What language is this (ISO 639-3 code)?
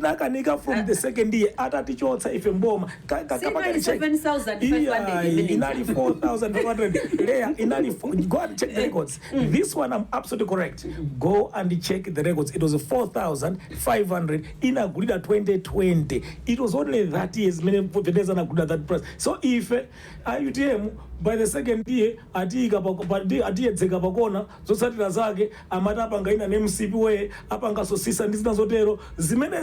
nya